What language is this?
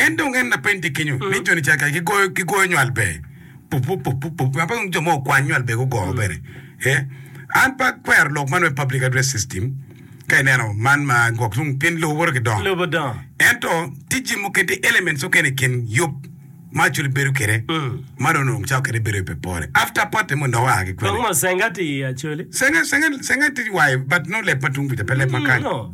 Acoli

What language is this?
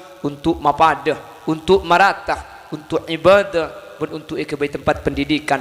Madurese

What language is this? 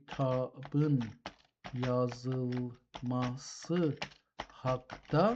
South Azerbaijani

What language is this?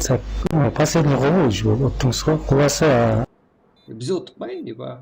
Kara-Kalpak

